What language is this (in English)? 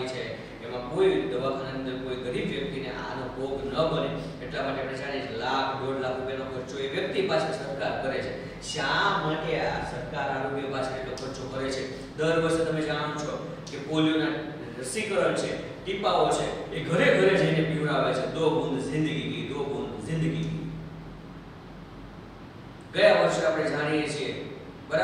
Gujarati